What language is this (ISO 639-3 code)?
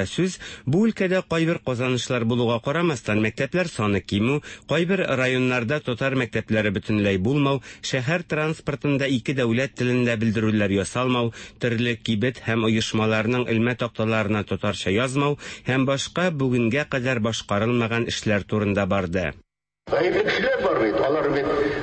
tat